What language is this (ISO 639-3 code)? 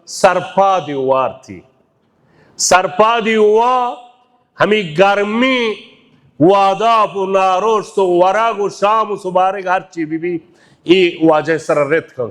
bal